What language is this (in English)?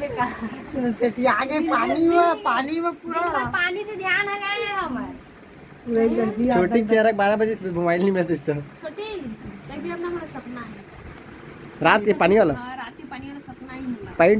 Chhattisgarhi